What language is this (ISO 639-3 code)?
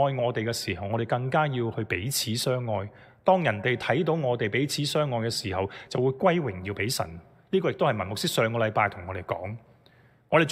yue